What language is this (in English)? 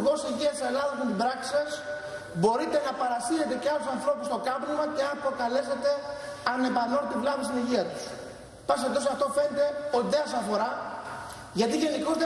Greek